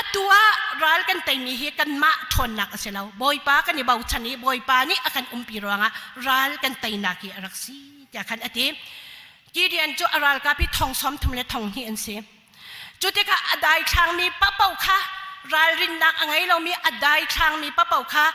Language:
Hakha Chin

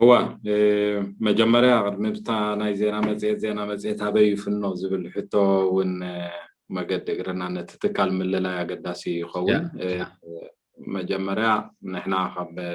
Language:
Tigrinya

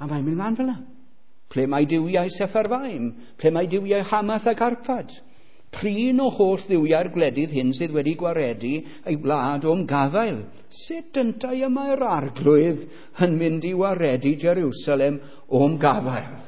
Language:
Welsh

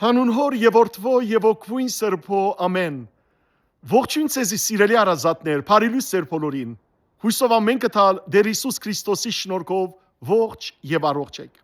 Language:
Western Armenian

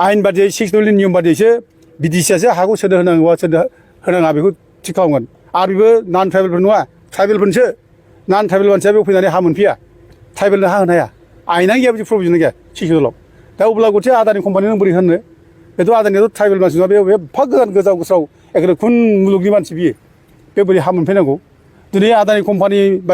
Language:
Bodo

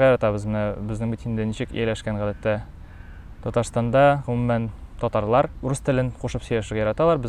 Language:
Tatar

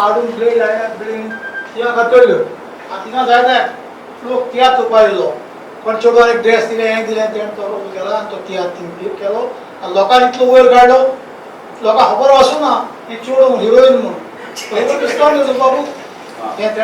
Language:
Konkani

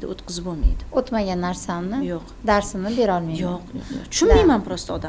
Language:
Uzbek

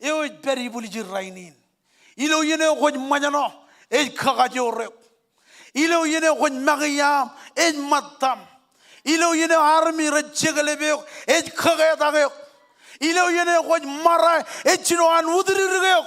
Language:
Marshallese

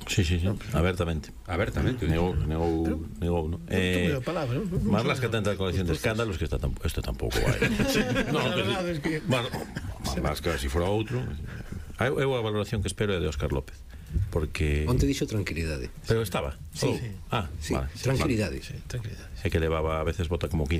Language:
Galician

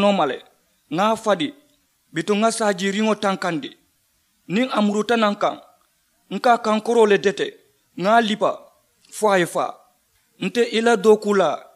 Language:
Mandingo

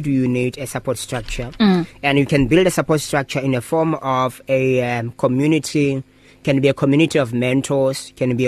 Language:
English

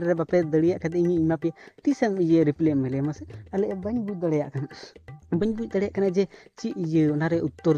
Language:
Santali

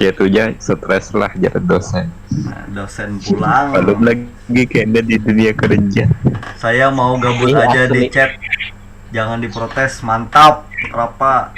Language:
Banjar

